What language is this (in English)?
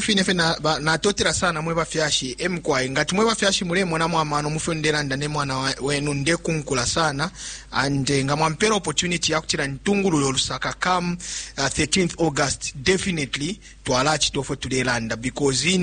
Bemba